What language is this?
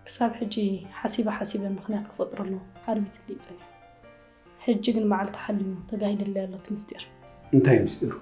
Tigrinya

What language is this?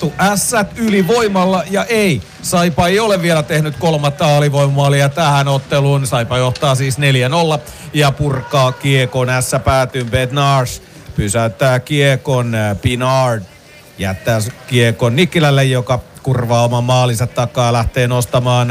Finnish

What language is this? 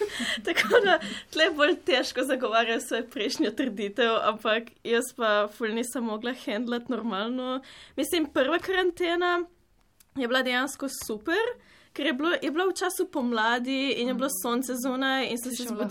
Slovenian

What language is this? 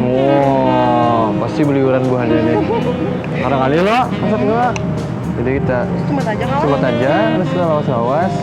Banjar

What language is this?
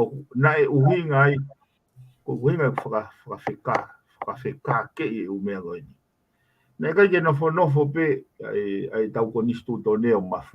Tongan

